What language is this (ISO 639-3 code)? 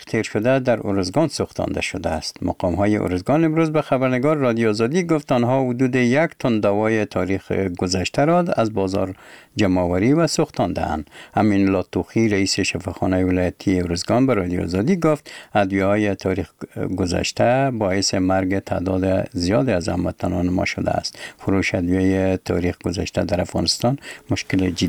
fas